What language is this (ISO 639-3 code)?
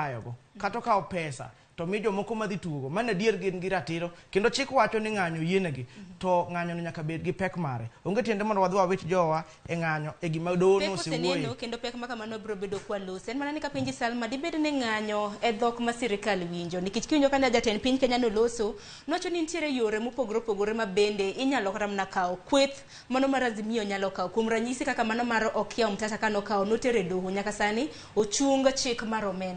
luo